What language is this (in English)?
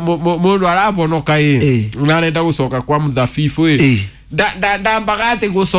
Kikuyu